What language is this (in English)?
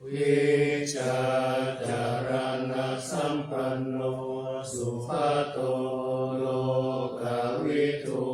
Pali